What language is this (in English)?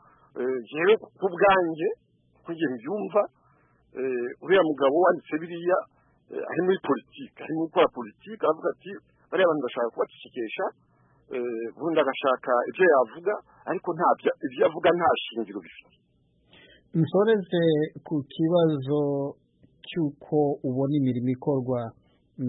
Kinyarwanda